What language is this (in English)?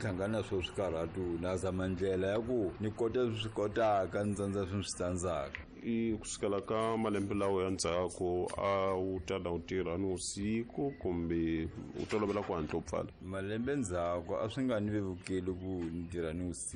Tsonga